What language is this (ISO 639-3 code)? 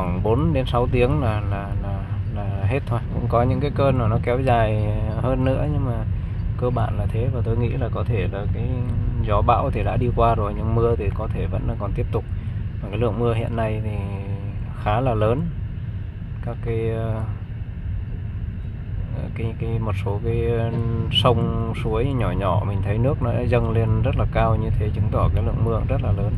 vie